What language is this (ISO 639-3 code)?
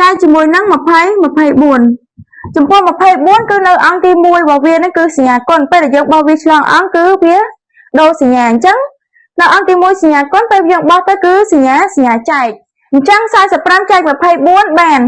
khm